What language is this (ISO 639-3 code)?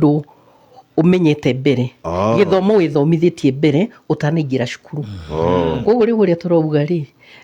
kik